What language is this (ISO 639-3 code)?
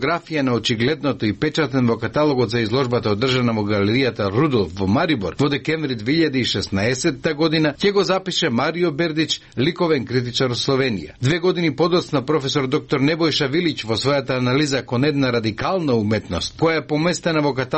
mkd